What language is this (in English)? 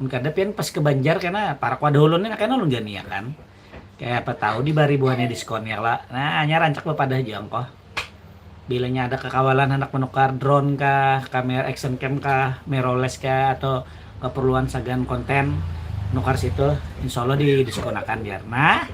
Banjar